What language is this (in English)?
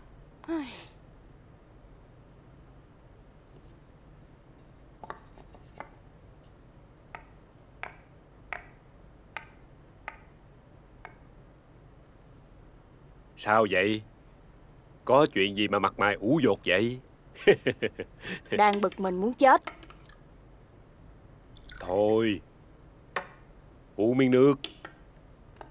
Vietnamese